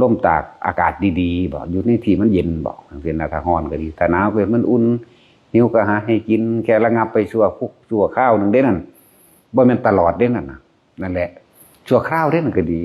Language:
Northeastern Thai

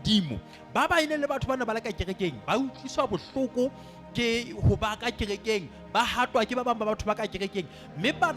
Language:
Southern Sotho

